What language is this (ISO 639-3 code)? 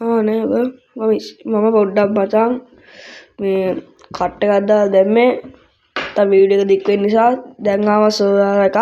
sin